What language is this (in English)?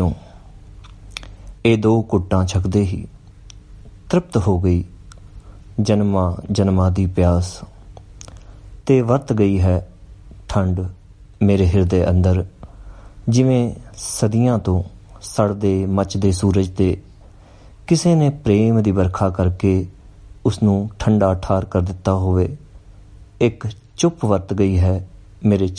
Punjabi